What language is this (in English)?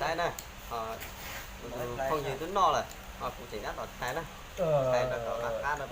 Hmong